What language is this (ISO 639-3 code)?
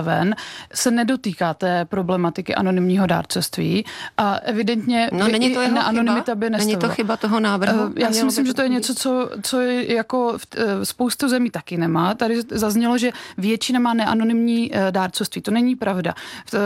ces